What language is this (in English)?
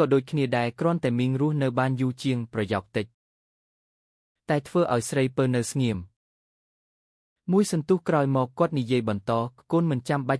Khmer